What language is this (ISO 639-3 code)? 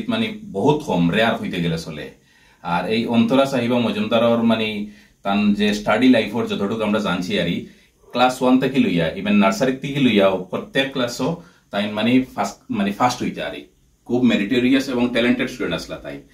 syl